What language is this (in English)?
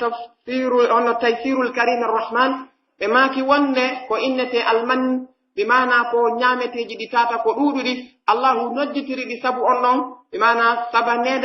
Pular